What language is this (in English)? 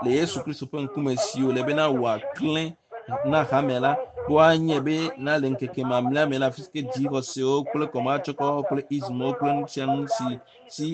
Ewe